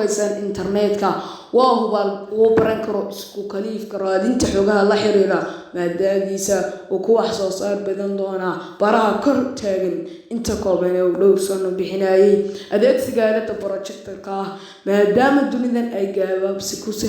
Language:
Somali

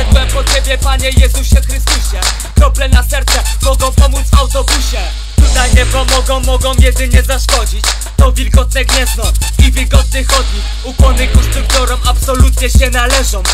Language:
Polish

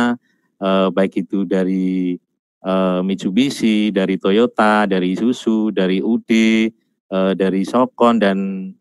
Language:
Indonesian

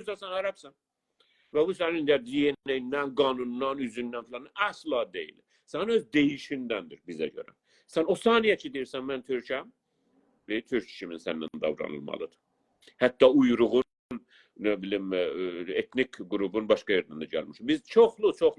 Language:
South Azerbaijani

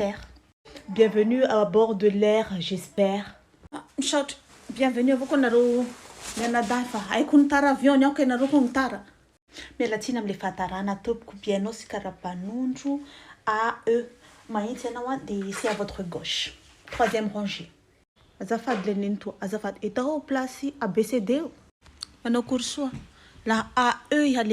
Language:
Malagasy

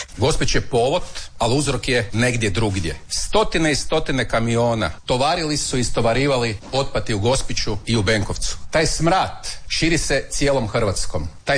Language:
Croatian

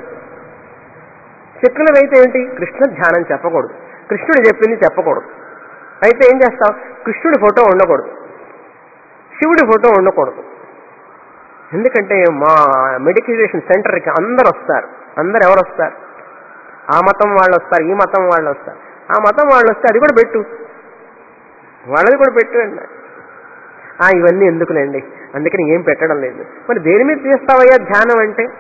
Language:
Telugu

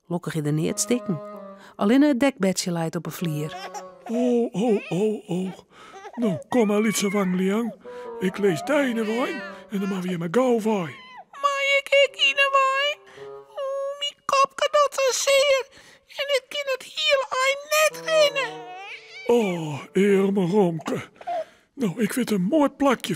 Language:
Western Frisian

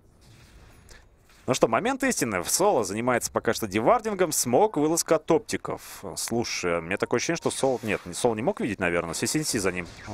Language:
Russian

